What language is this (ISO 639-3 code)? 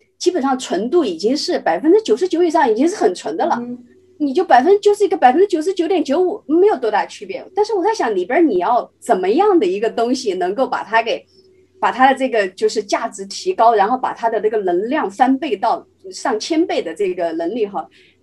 zho